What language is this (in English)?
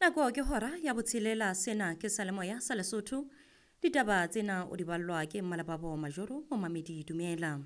Southern Sotho